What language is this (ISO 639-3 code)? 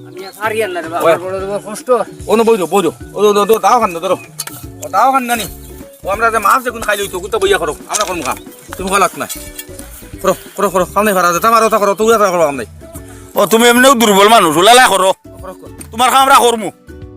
syl